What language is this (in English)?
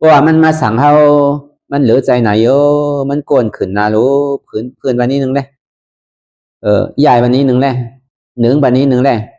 Shan